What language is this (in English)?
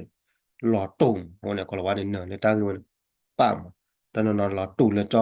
S'gaw Karen